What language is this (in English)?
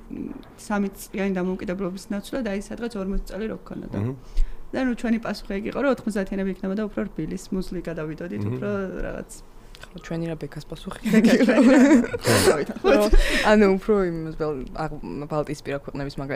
Georgian